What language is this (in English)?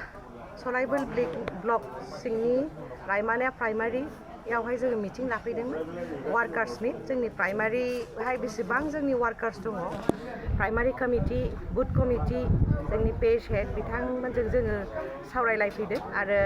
Bodo